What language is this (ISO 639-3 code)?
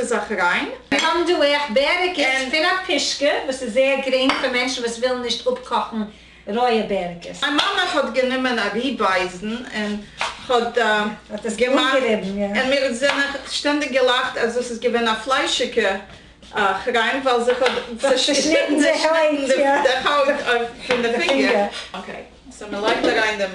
yid